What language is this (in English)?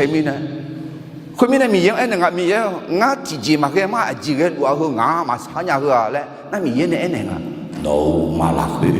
Akha